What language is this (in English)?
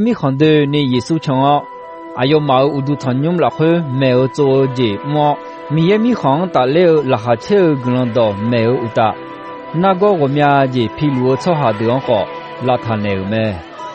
Akha